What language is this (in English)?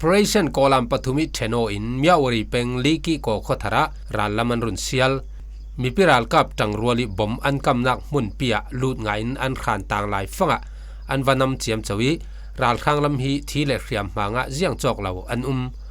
Falam Chin